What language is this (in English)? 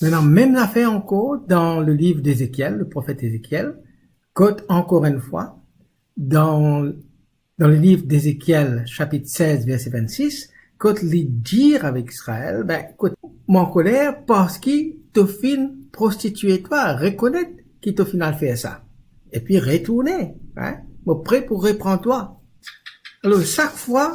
Morisyen